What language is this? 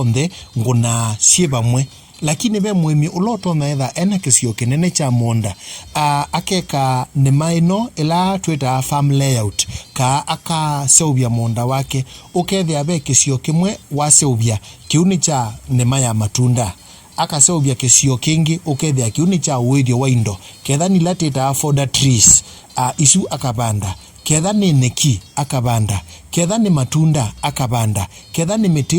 Kamba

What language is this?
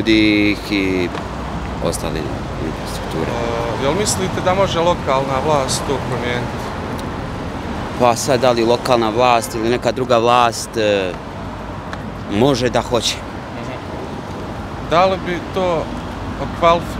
Bosnian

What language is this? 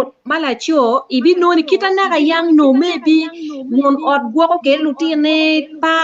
Acoli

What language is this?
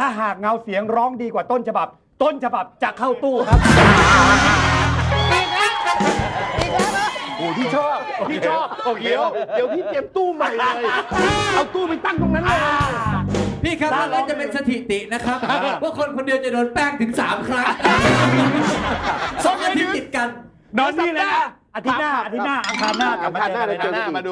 Thai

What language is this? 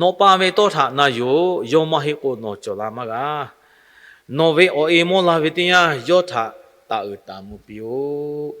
Lahu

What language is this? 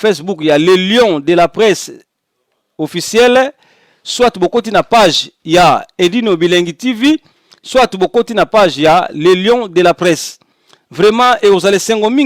Lingala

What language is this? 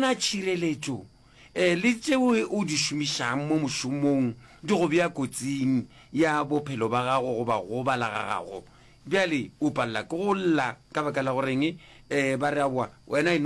Northern Sotho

